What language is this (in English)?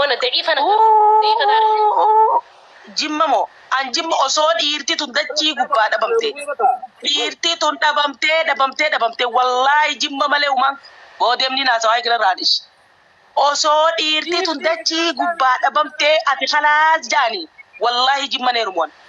Oromo